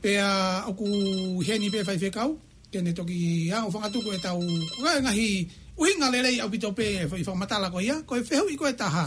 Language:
Tongan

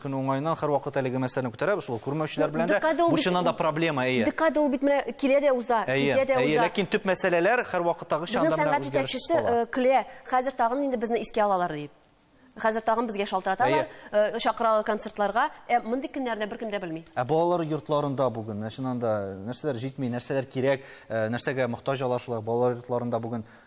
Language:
Tatar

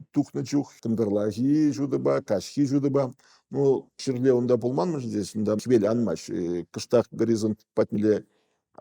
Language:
Chuvash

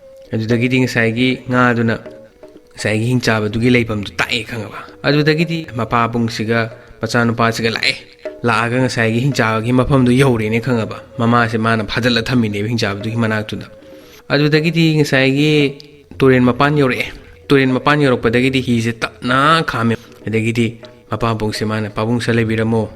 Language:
Manipuri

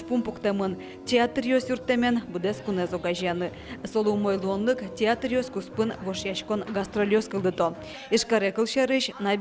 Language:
Udmurt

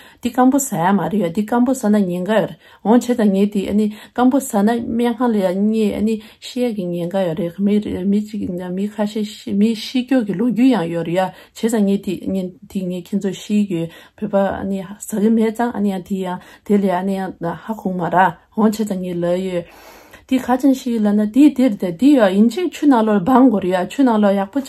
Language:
Tibetan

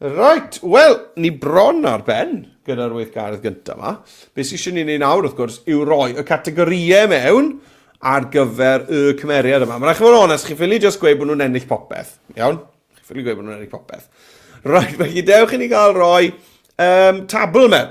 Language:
Welsh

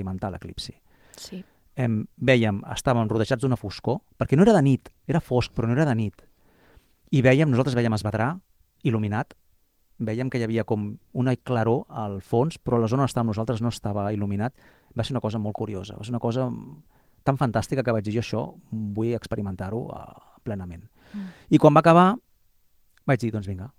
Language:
Catalan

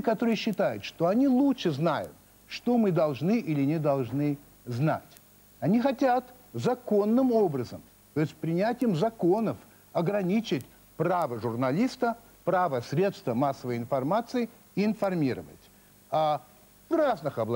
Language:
Russian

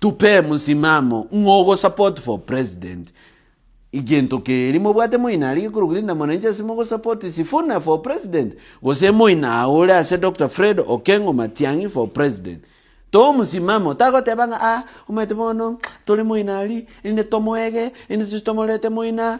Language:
Gusii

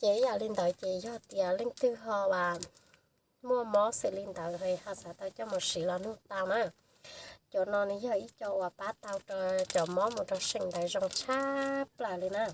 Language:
Hmong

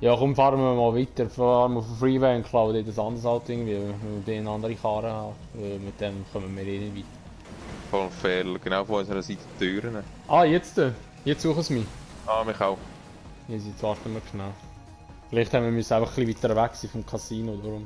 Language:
Swiss German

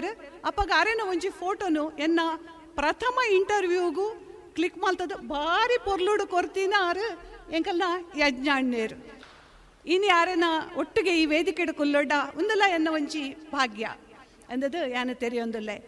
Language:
Tulu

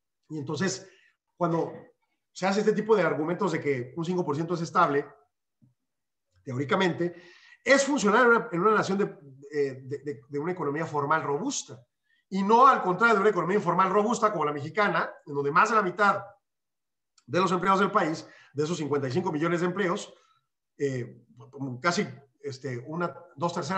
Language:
Spanish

